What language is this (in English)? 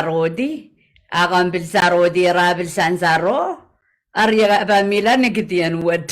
Pohnpeian